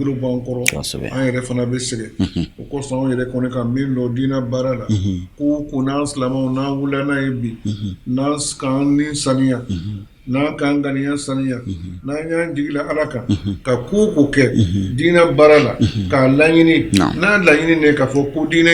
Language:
Bambara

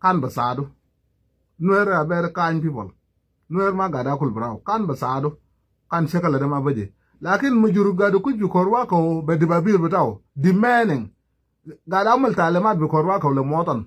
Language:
Nuer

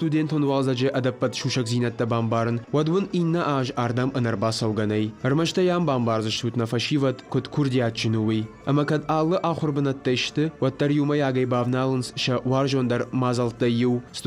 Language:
Ossetic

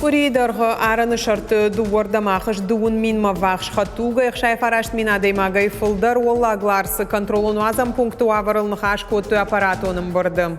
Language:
Ossetic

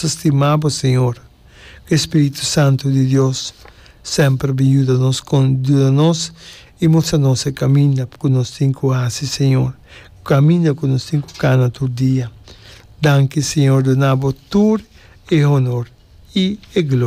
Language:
Papiamento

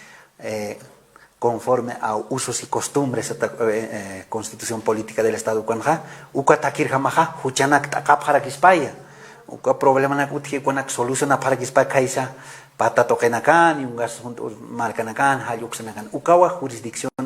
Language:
Aymara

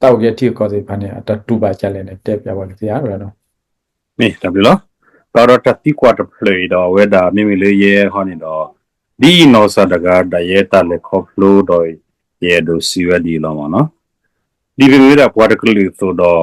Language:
S'gaw Karen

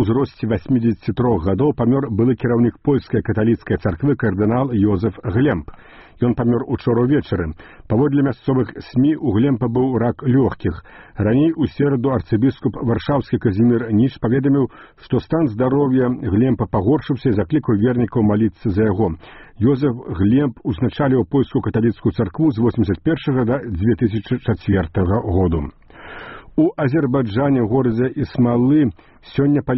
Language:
Belarusian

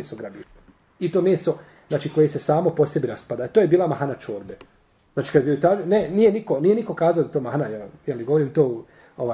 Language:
Bosnian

